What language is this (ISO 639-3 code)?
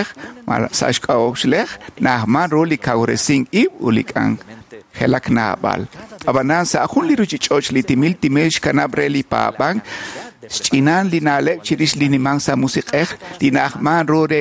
kek